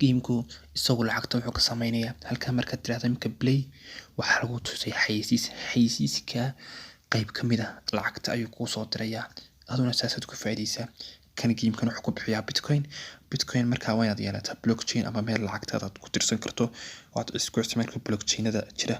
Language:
Somali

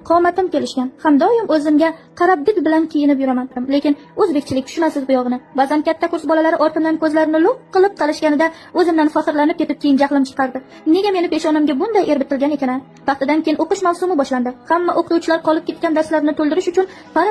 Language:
Uzbek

